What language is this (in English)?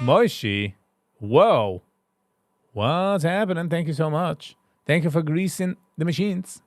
Yiddish